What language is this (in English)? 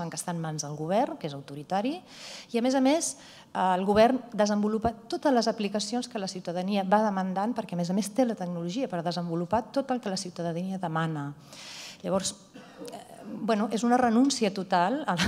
Catalan